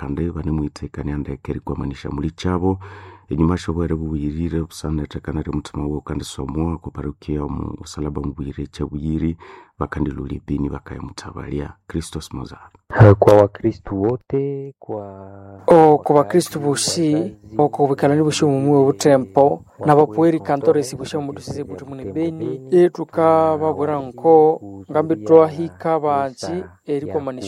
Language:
Nande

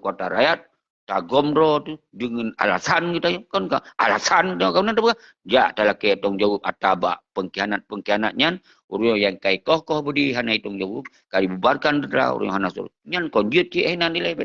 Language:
Achinese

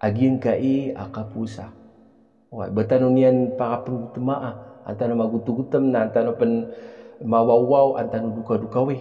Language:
Maranao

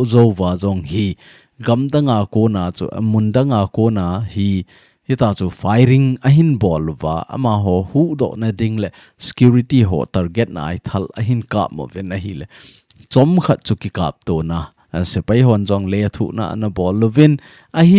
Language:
Thado Chin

